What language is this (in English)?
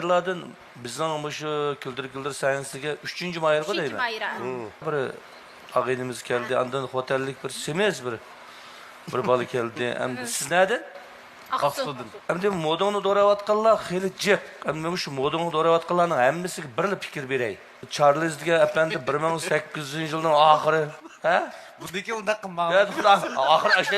Uyghur